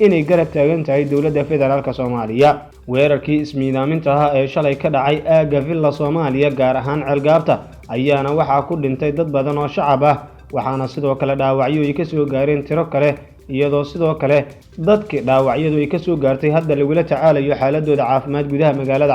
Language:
Somali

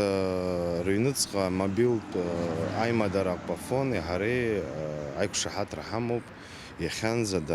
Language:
Abkhazian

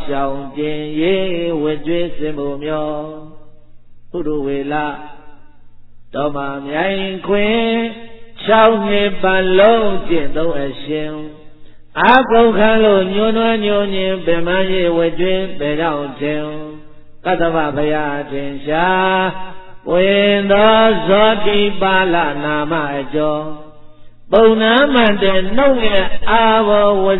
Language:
Burmese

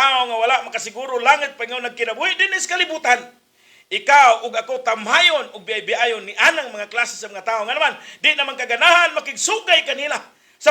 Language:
Cebuano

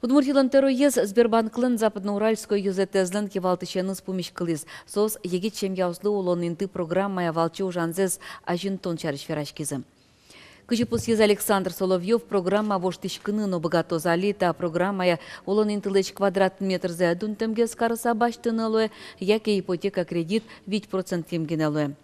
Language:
Udmurt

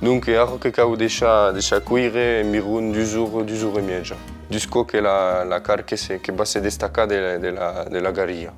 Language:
Occitan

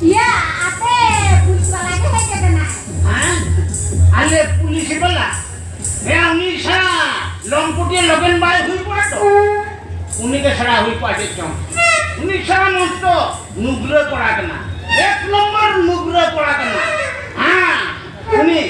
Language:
Santali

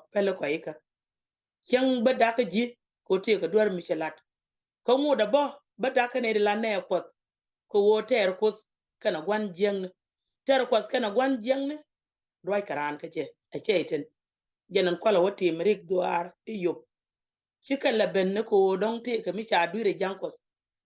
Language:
Nuer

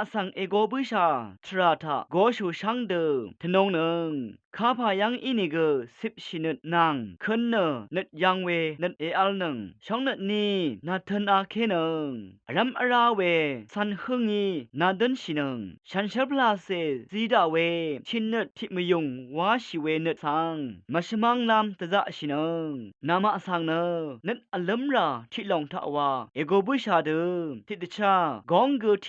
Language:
Rawang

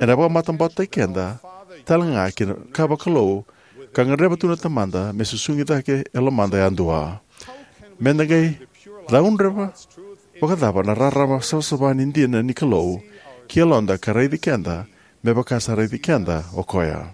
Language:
Fijian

